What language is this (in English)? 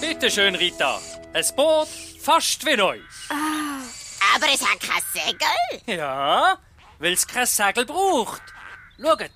Swiss German